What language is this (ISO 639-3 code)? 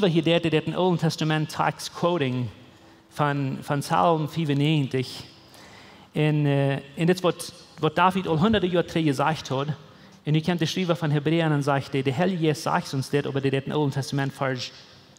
pdt